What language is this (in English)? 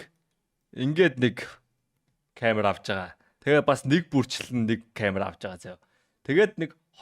Mongolian